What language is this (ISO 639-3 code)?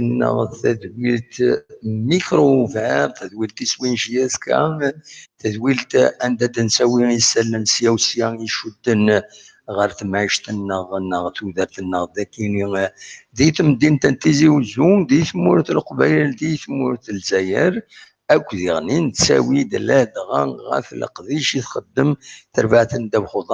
kab